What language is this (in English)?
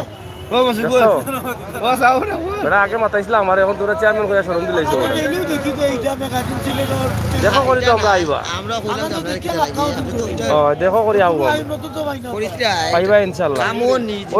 Sylheti